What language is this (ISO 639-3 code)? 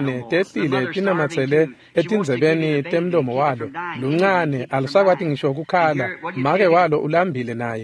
ssw